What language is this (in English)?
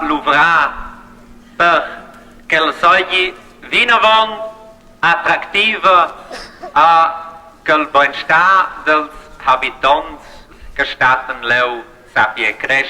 Romansh